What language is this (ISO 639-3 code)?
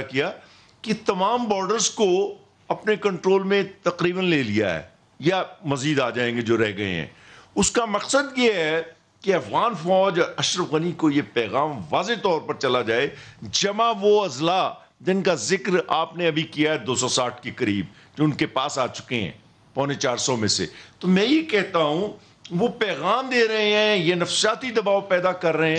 urd